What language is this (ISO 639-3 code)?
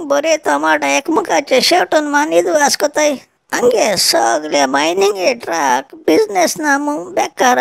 kok